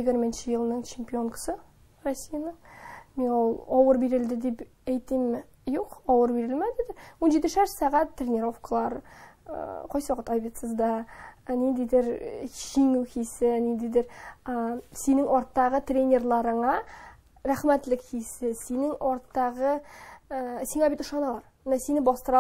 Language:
Tatar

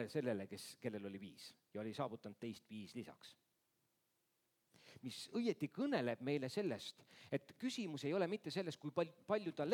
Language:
Estonian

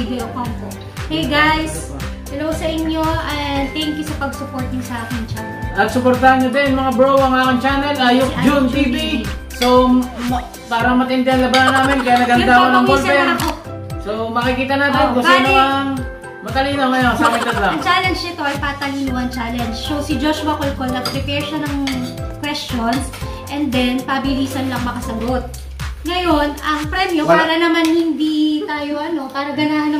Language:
Filipino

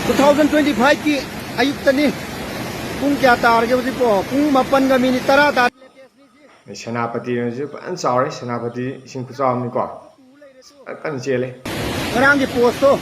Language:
Manipuri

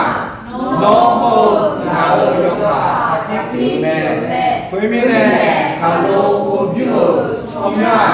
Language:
Akha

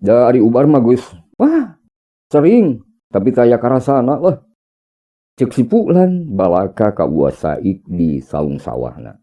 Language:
Sundanese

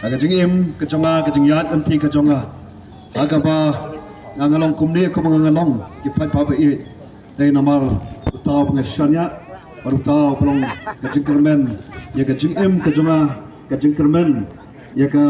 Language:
Khasi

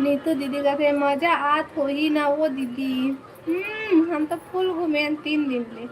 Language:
Chhattisgarhi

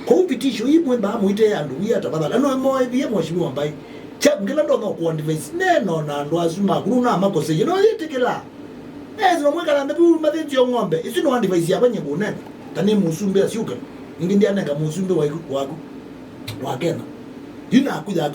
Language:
Kamba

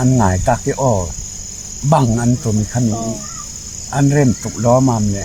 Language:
Falam Chin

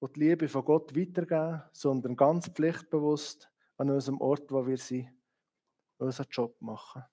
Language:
Swiss German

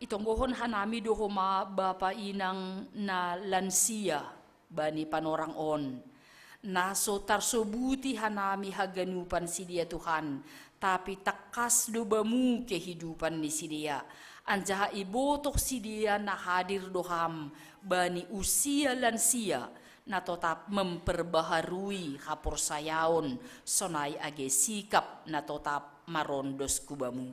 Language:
Batak Simalungun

